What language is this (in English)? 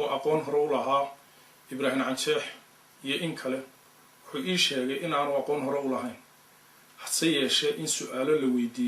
Somali